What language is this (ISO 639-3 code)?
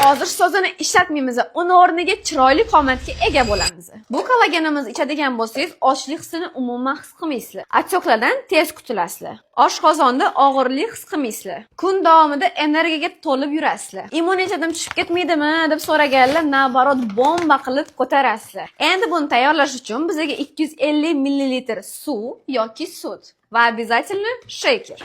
uzb